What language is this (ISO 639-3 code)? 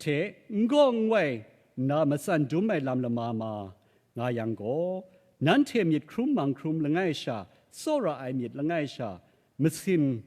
kac